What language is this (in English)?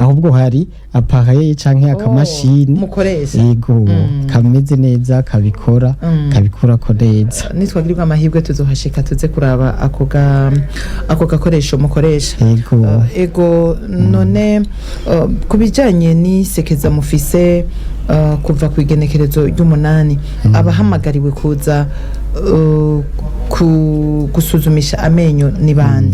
Rundi